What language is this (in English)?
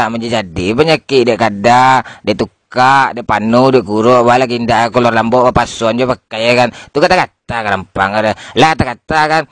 Minangkabau